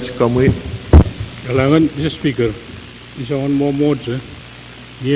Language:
Pohnpeian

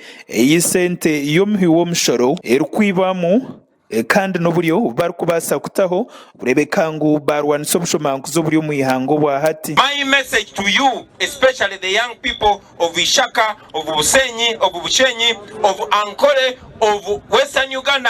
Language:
Nyankole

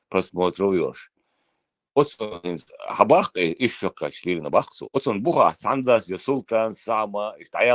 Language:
Chechen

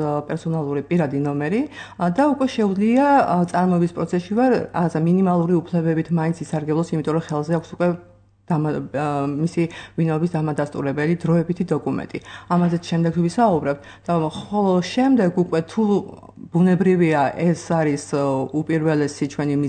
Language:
Georgian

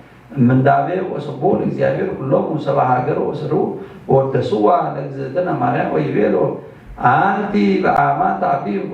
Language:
Geez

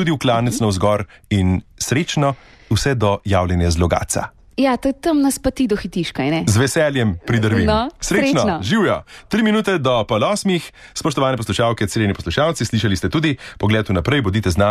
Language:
Slovenian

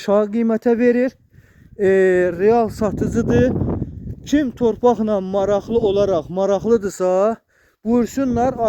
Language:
Azerbaijani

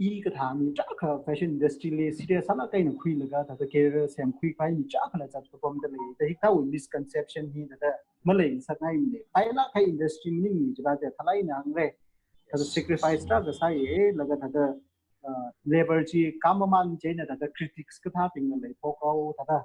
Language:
Tangkhul Naga (India)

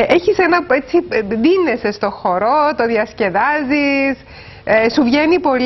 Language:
Greek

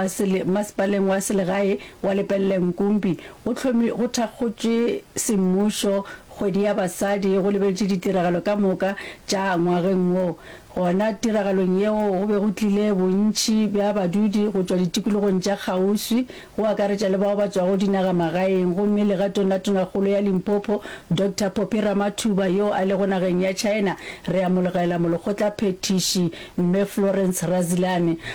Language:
Northern Sotho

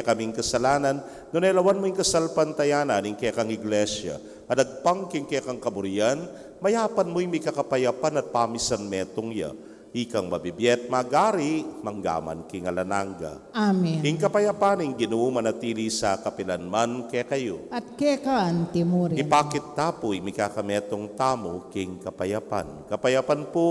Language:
Pampanga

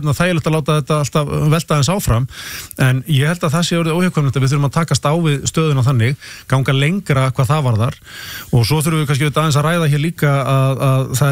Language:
Icelandic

